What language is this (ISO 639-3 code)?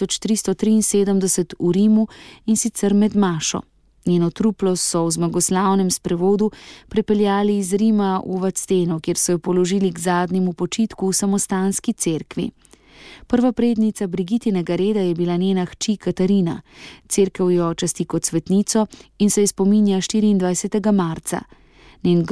slv